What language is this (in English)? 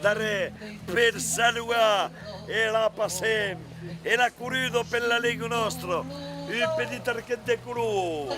Occitan